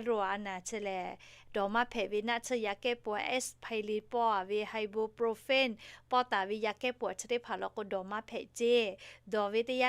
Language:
Lahu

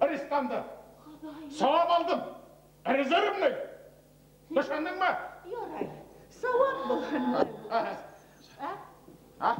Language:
Bashkir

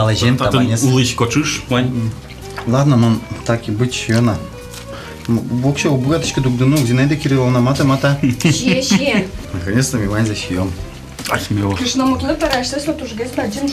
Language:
Udmurt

